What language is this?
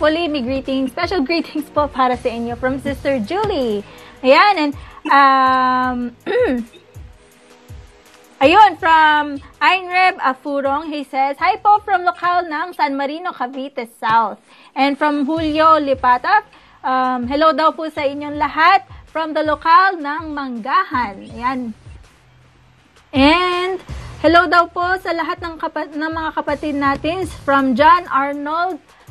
Filipino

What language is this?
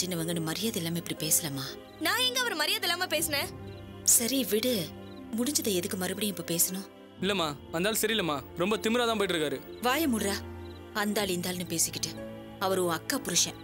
Tamil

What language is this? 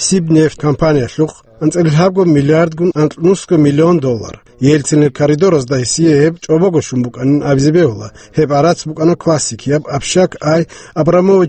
Avaric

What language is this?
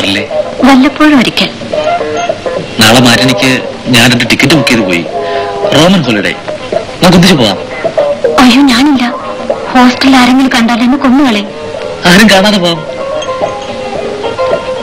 Malayalam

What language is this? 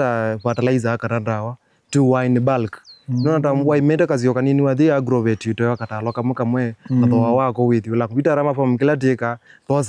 Kamba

